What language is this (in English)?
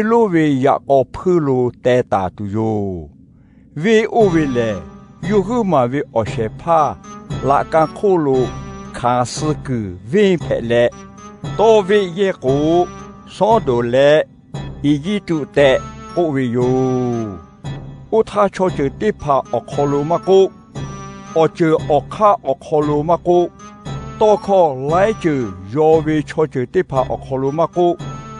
Lahu